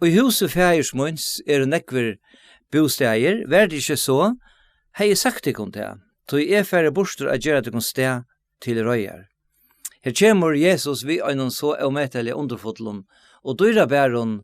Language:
Faroese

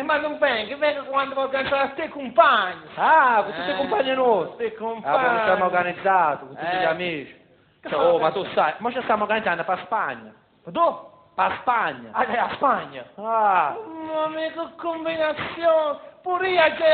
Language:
Neapolitan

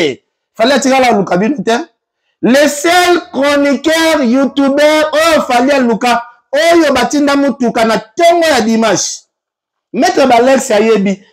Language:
Lingala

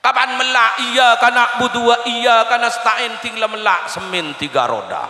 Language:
Madurese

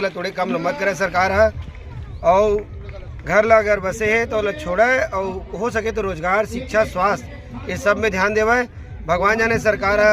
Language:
Chhattisgarhi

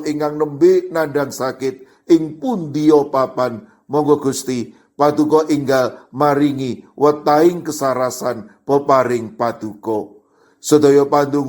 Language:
Javanese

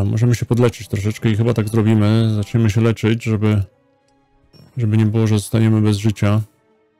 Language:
Polish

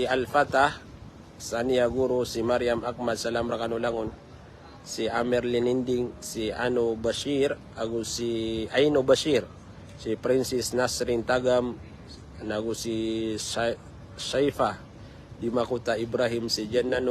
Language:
Maranao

